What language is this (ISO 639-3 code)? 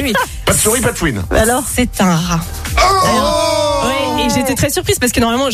fra